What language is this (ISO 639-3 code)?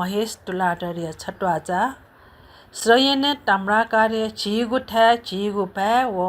new